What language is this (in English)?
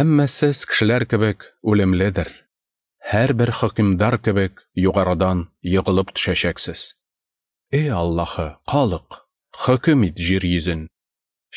Tatar